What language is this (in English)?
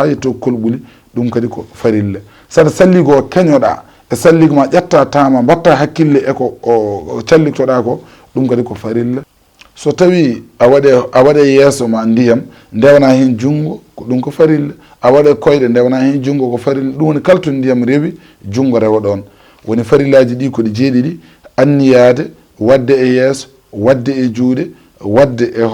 Fula